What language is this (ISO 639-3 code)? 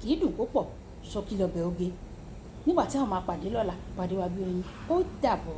yor